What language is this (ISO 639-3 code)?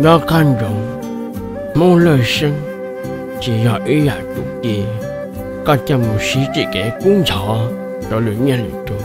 hmn